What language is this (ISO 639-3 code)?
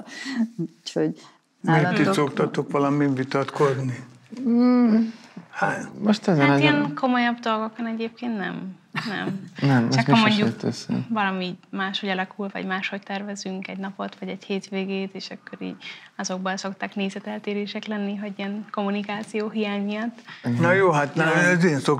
hun